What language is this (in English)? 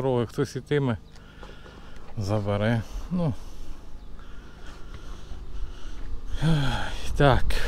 Ukrainian